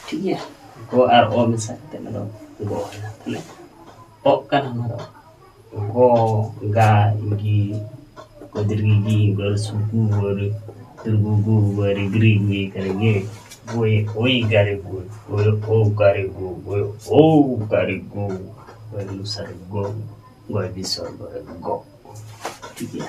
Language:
Santali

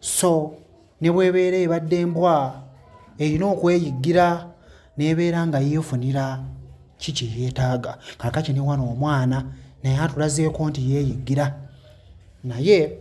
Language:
Ganda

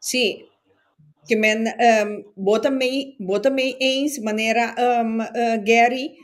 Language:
Papiamento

